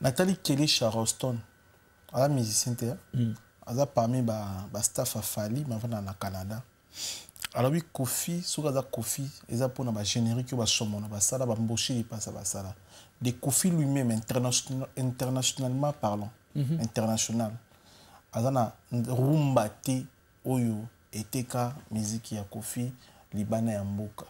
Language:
Lingala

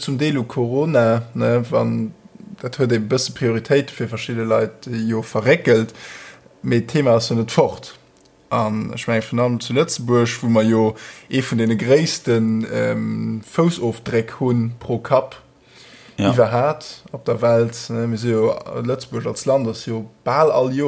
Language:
Luxembourgish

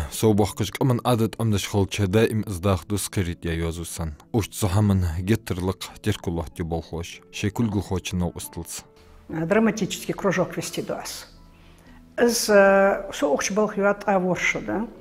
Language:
Ingush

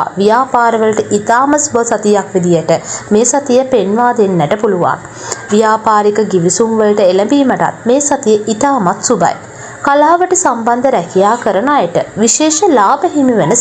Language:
Sinhala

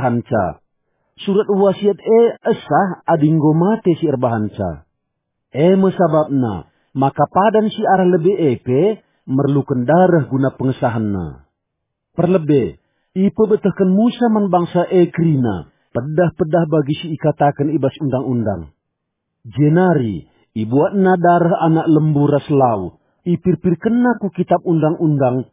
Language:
Batak Karo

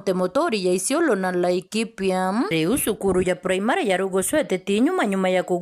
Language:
Meru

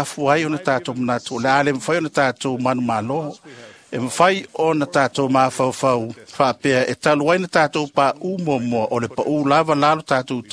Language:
Samoan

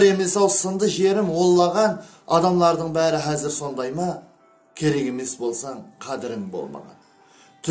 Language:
Kara-Kalpak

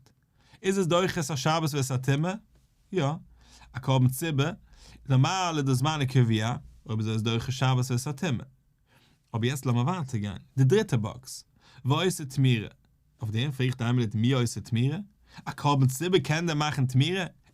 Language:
Yiddish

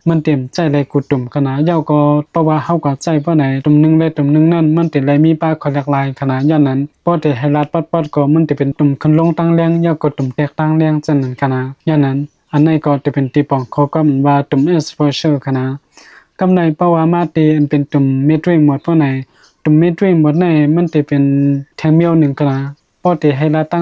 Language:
Shan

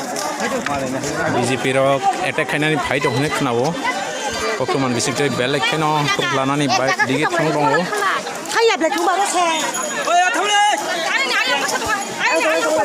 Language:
Kok Borok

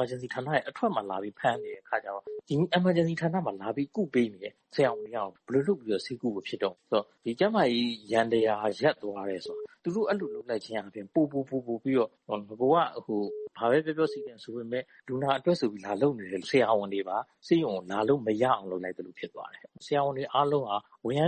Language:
Burmese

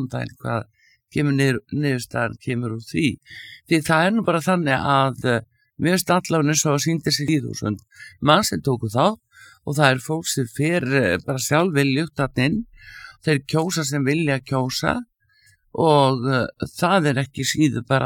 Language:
Icelandic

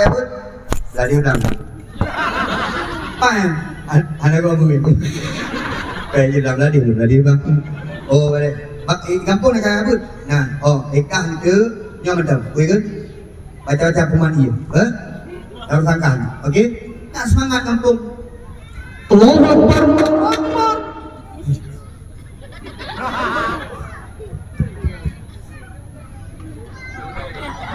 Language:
Malay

